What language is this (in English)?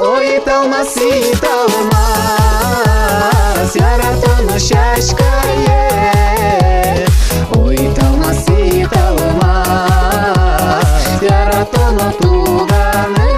Udmurt